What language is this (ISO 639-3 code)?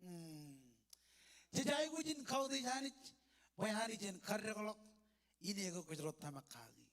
mah